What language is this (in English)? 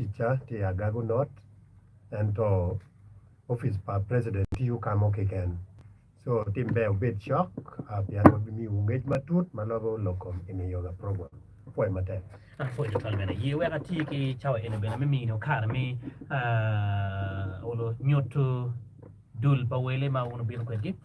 Acoli